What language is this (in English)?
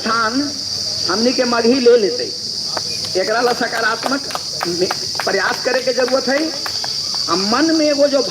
Magahi